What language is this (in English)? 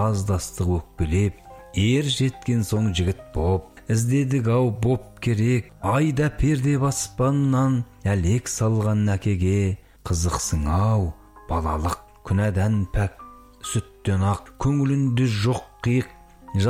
Kazakh